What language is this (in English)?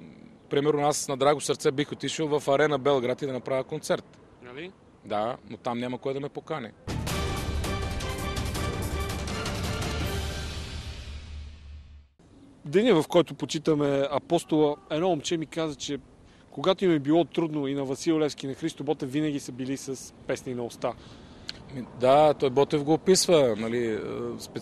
Bulgarian